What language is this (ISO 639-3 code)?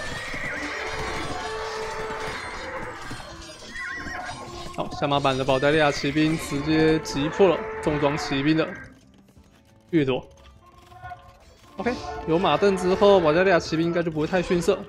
zho